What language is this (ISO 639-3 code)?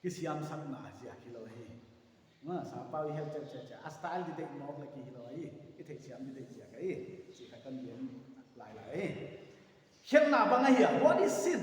pck